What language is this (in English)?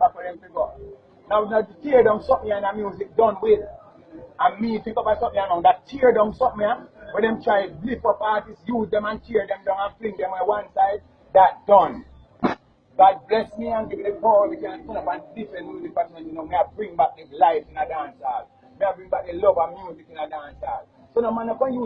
Jamaican Creole English